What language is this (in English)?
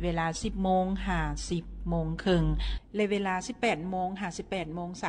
Lao